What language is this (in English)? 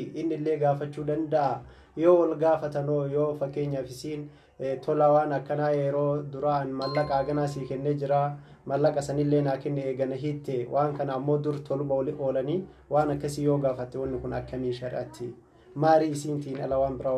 Oromo